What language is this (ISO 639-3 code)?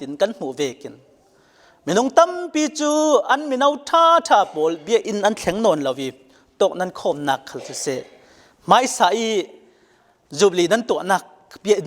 cfm